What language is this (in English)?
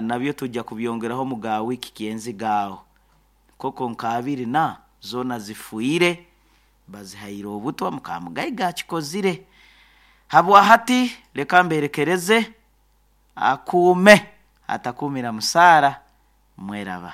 Nyankole